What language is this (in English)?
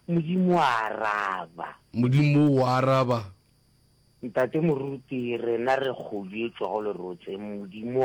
Northern Sotho